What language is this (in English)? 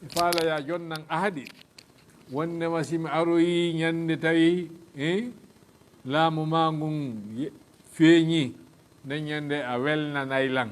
Fula